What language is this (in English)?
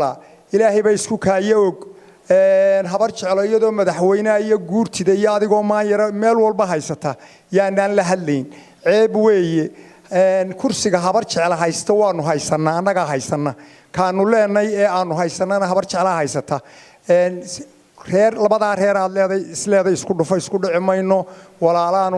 Somali